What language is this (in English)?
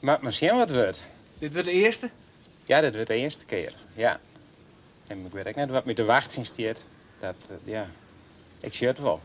Western Frisian